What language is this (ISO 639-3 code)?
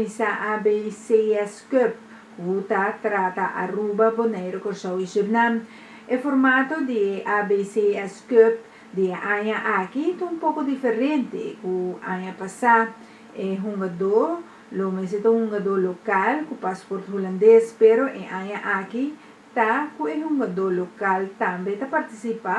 pap